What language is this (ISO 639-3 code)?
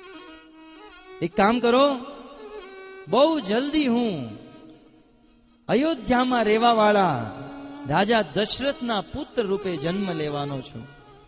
guj